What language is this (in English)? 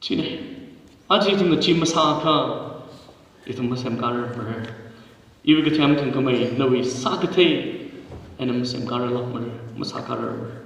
Tangkhul Naga (India)